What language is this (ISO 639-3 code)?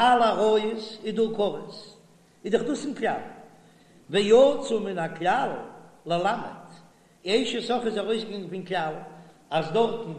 yid